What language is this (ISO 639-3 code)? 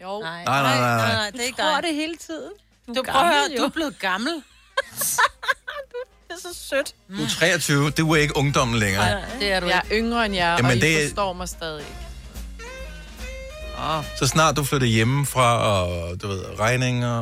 dan